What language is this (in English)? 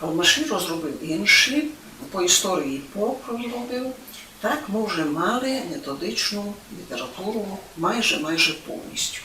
Rusyn